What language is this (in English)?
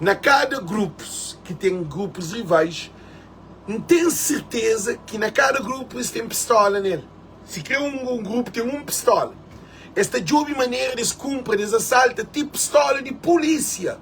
Kabuverdianu